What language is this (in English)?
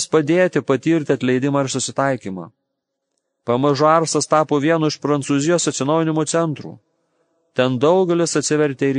Lithuanian